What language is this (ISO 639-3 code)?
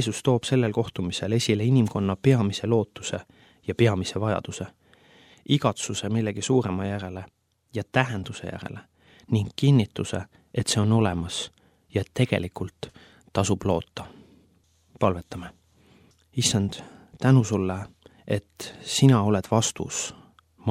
est